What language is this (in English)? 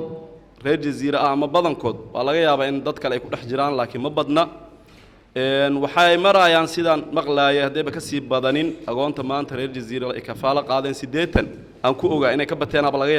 Somali